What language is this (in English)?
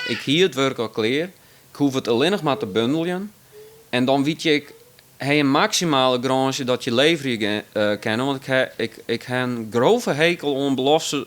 Western Frisian